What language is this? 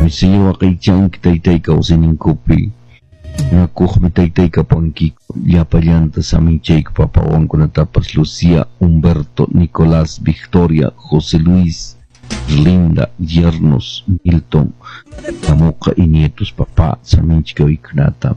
Quechua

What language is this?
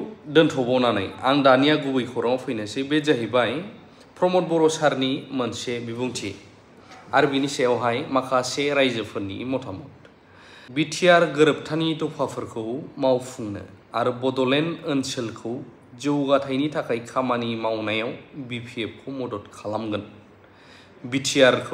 Bodo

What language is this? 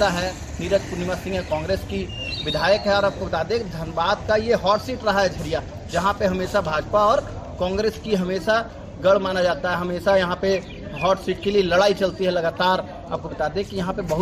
Hindi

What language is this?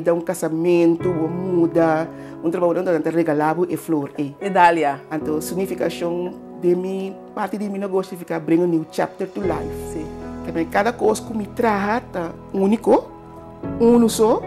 Papiamento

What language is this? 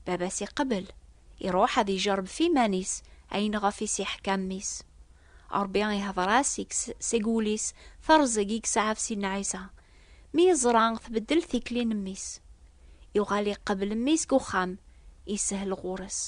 Kabyle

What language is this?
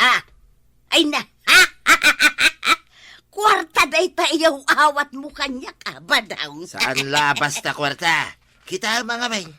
Iloko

